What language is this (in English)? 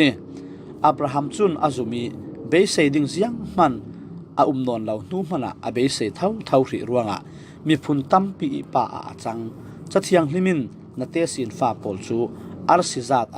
Falam Chin